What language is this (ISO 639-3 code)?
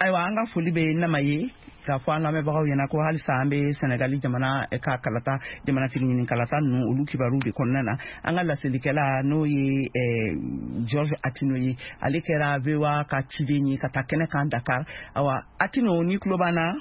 bam